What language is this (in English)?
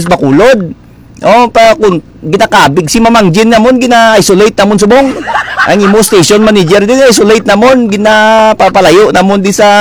Hiligaynon